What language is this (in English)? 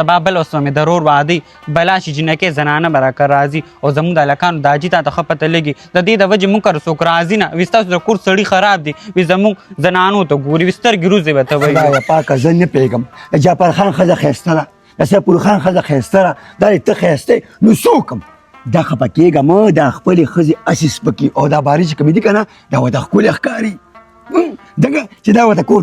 Pashto